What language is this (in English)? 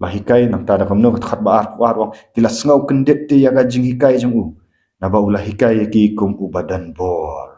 Khasi